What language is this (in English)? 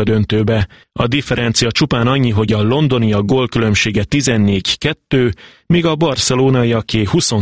Hungarian